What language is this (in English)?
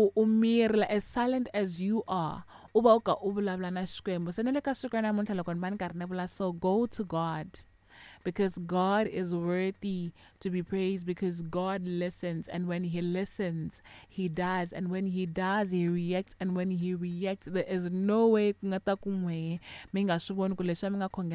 Tsonga